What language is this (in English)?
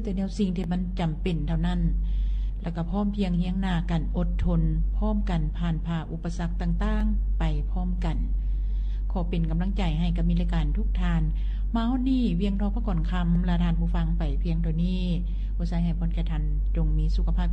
Lao